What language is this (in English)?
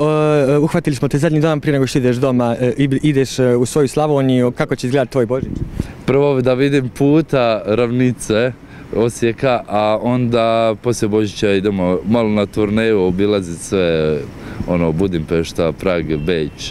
Croatian